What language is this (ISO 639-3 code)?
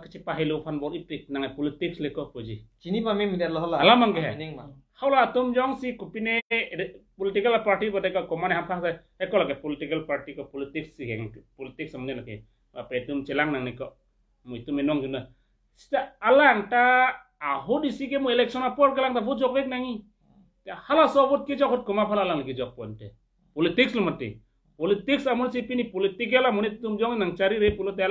mjw